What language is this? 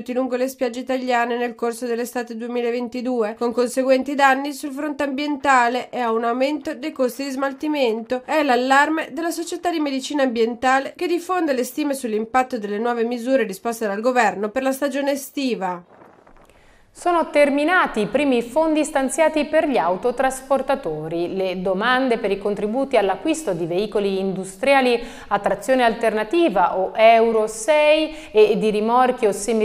Italian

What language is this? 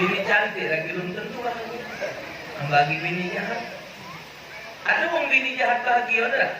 Musi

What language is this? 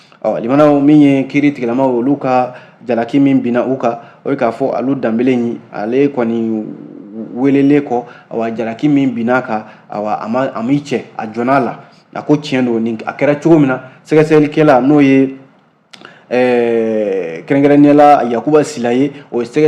Bambara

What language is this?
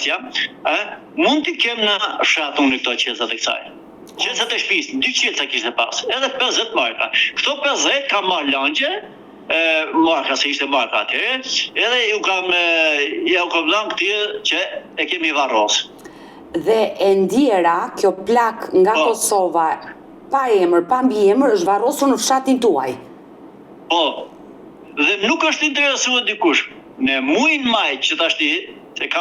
Albanian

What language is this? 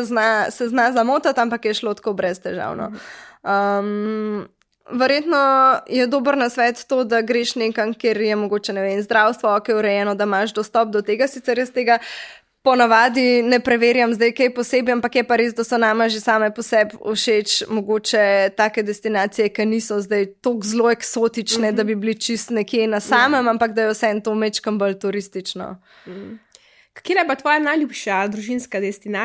Slovenian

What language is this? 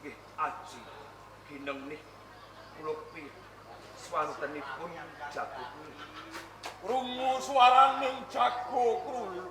Javanese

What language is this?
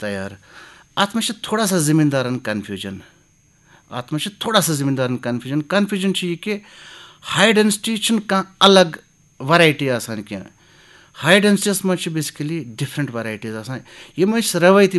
Kashmiri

